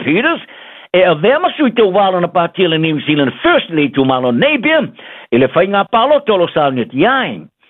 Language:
Samoan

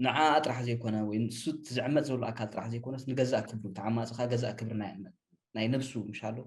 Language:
Tigrinya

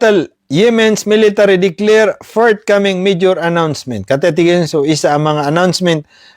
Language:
Maranao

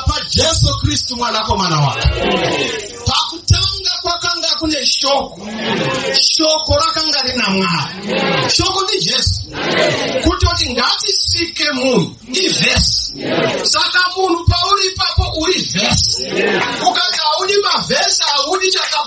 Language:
Shona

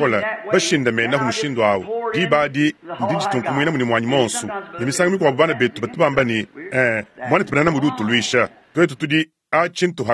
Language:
Luba-Lulua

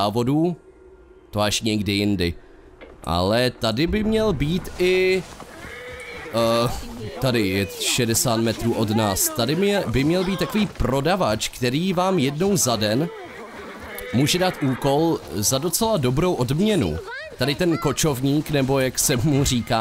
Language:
Czech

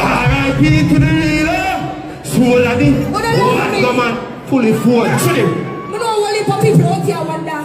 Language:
Jamaican Creole English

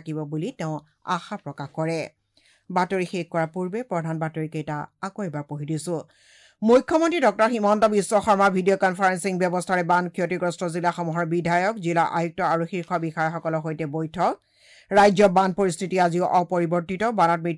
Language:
Assamese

